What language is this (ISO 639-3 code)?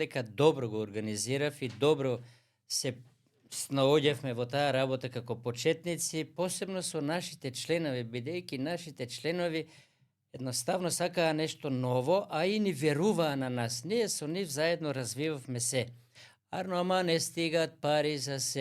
mkd